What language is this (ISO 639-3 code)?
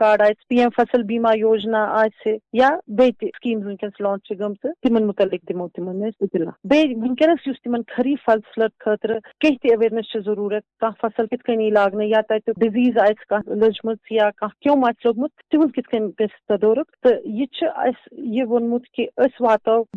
kas